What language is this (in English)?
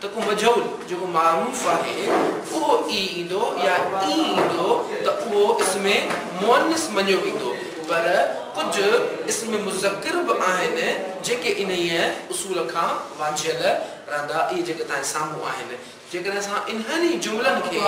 Sindhi